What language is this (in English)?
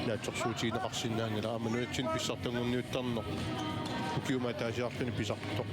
Kalaallisut